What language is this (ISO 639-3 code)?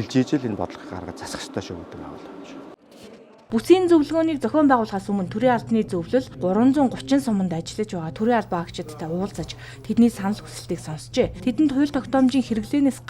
mon